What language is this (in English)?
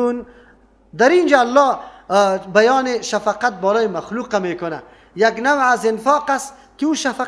Persian